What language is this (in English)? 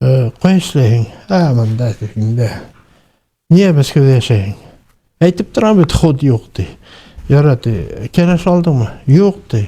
Bashkir